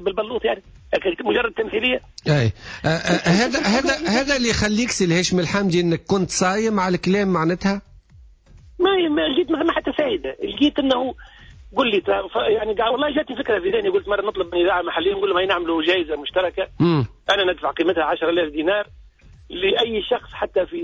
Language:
Tunisian Arabic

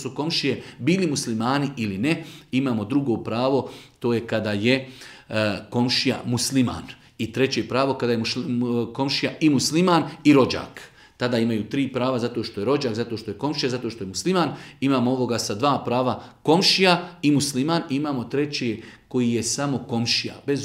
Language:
Bosnian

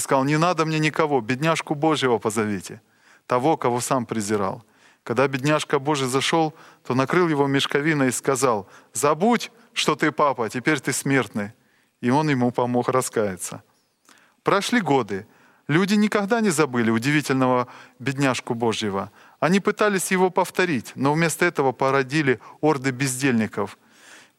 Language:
Russian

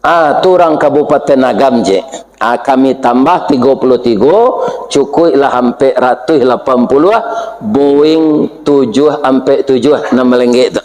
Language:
Minangkabau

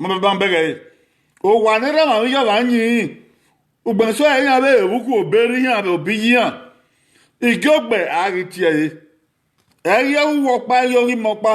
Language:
Bini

